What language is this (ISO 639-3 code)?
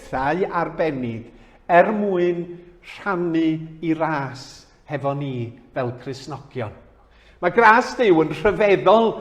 cym